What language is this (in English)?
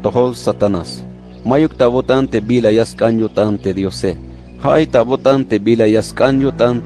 Tzeltal